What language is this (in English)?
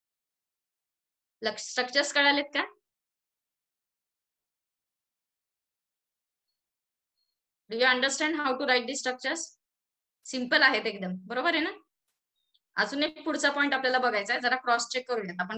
Marathi